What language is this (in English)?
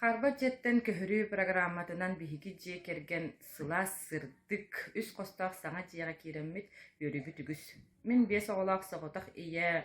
Yakut